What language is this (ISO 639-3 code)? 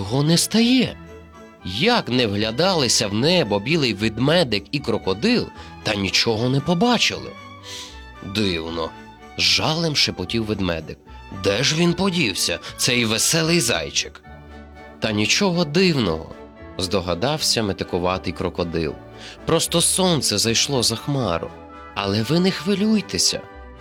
ukr